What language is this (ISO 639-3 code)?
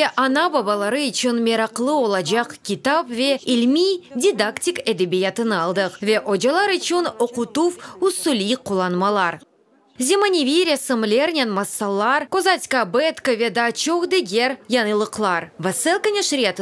crh